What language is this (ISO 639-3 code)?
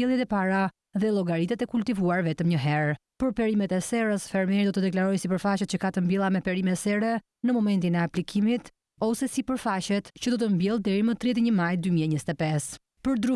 sqi